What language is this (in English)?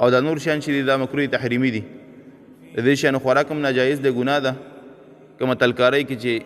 Pashto